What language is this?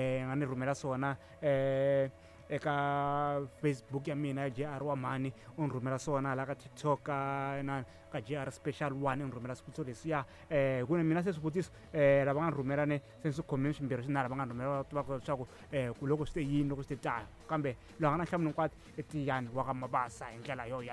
Tsonga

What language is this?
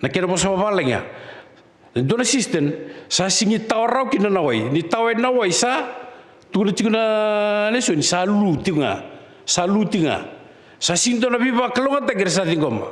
Fijian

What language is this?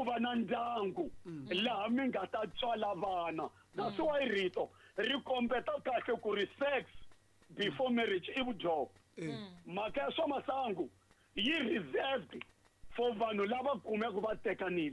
Tsonga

